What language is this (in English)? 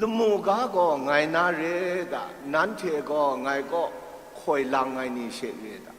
Kachin